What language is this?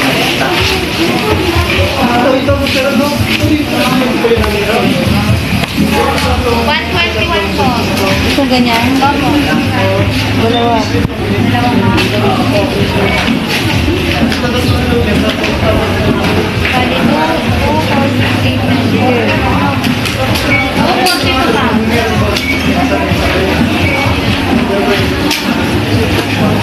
Filipino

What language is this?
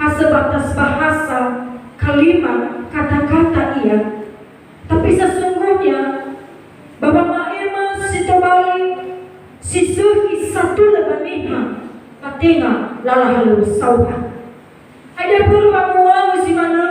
Nias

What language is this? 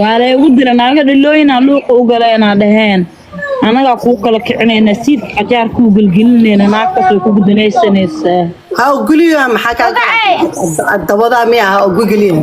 Somali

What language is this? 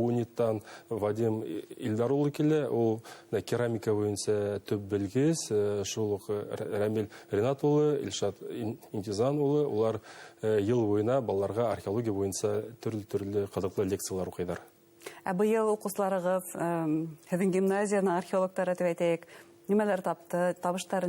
Bashkir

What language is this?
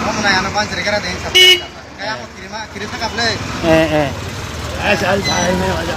Kok Borok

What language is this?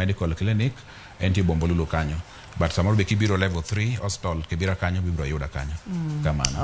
Luo (Kenya and Tanzania)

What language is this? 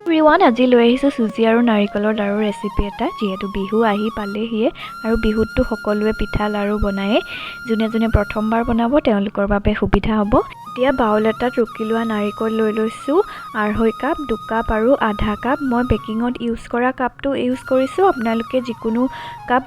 Assamese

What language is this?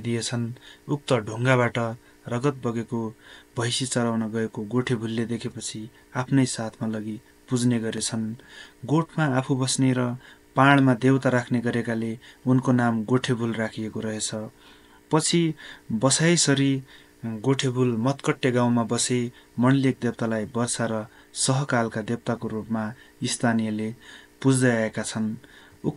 Nepali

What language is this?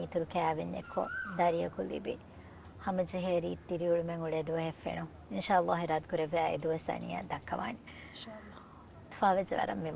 Divehi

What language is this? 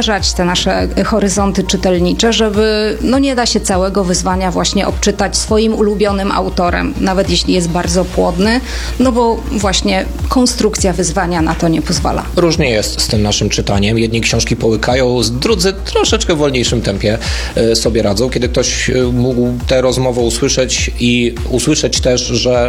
Polish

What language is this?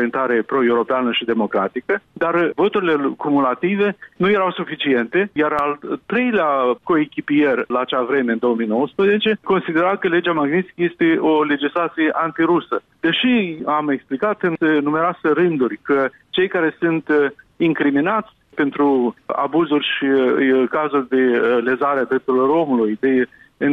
Romanian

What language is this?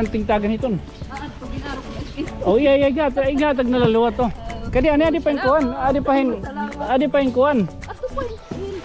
Waray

